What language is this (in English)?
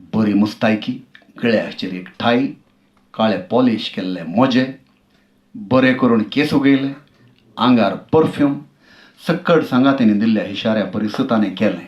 Konkani